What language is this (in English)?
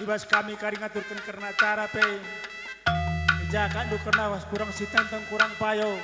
Batak Karo